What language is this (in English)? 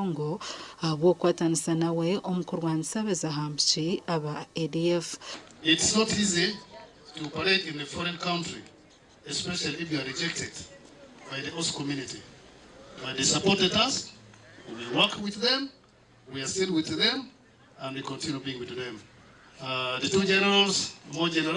Nyankole